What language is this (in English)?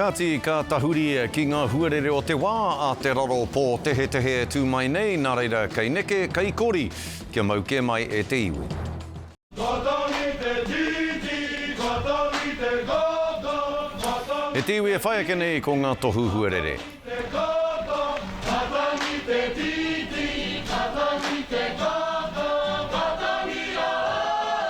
Māori